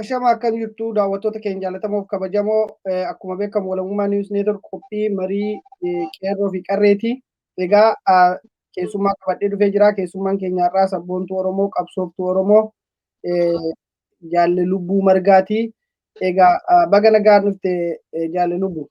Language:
Oromo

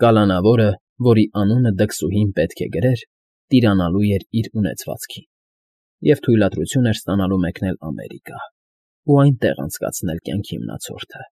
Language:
Armenian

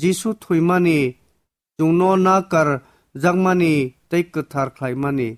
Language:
Kok Borok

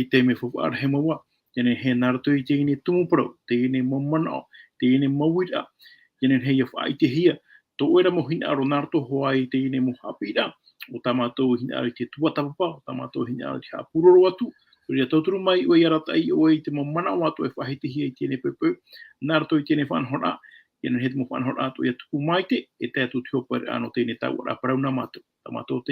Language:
Tahitian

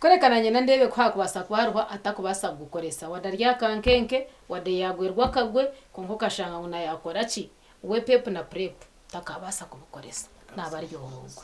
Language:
Nyankole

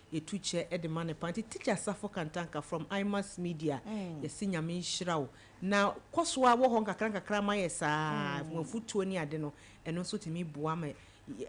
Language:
Akan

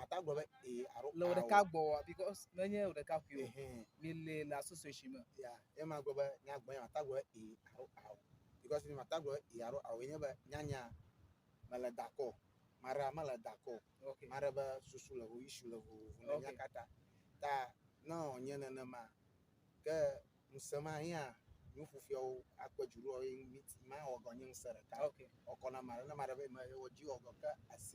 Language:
Ewe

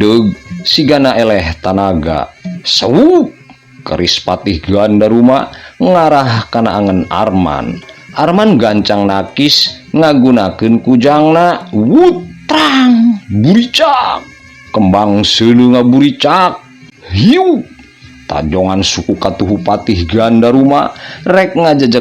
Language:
Sundanese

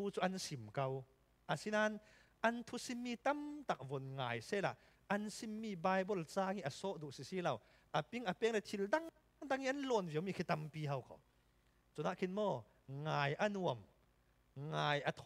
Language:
Falam Chin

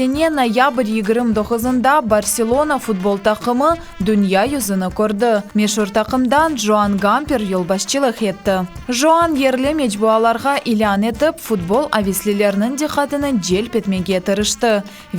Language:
Crimean Tatar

